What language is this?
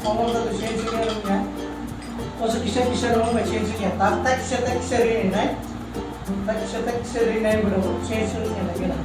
Kok Borok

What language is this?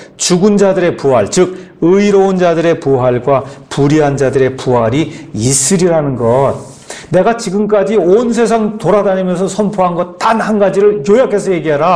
Korean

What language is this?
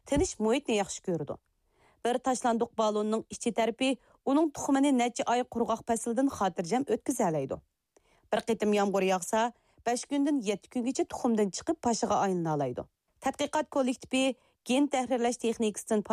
Uyghur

